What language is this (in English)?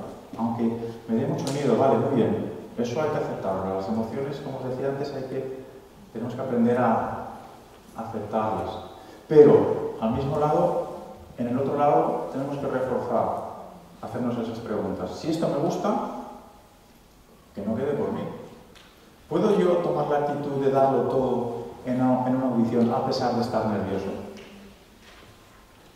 Spanish